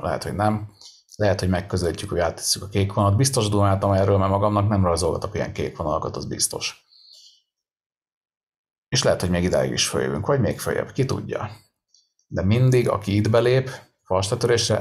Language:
Hungarian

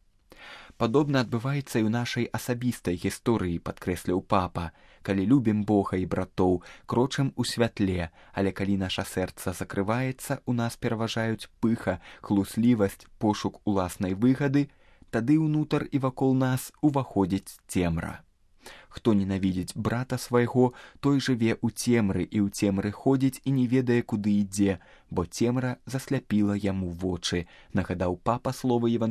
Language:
Belarusian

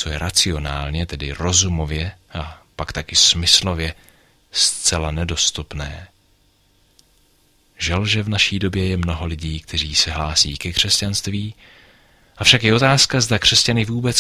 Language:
Czech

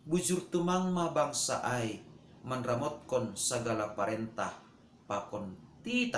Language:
Batak Simalungun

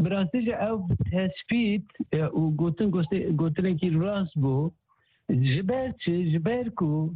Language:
Kurdish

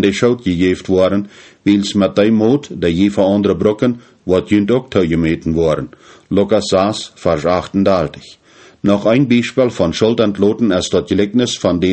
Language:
Plautdietsch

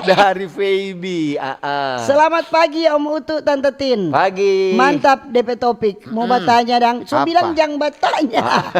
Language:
Manado Malay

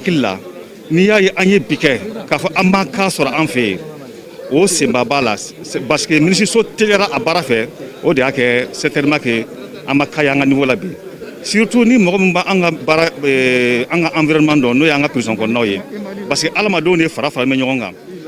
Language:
Bambara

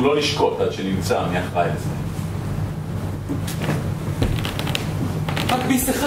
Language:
Hebrew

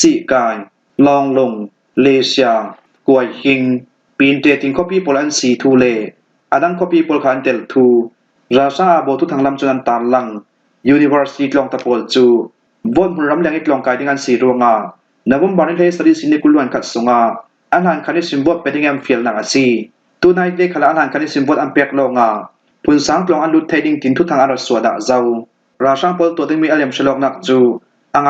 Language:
Falam Chin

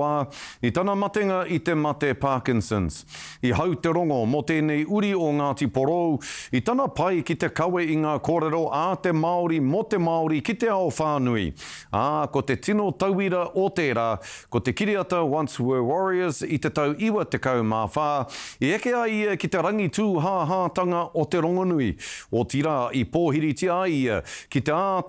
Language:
Māori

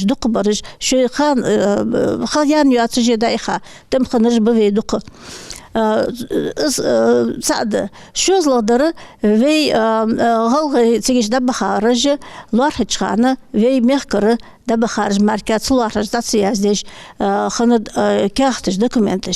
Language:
Ingush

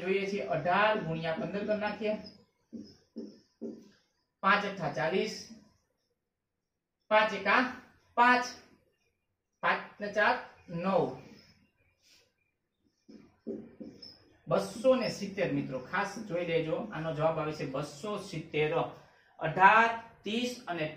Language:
Gujarati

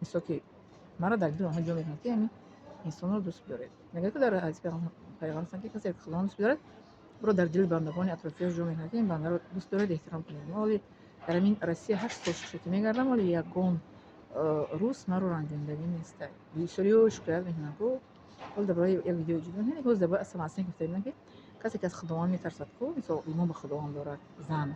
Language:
Tajik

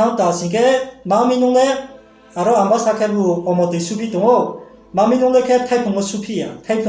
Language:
Riang (India)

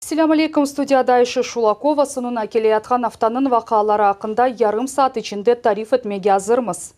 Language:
Crimean Tatar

